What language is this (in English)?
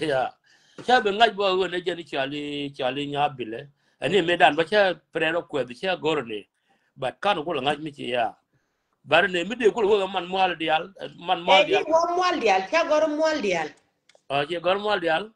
Nuer